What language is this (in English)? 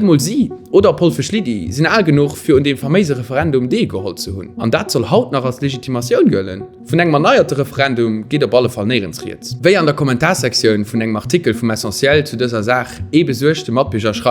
Luxembourgish